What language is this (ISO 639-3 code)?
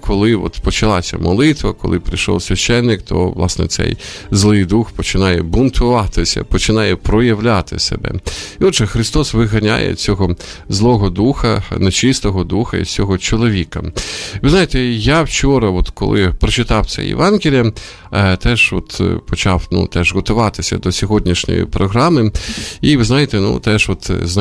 ukr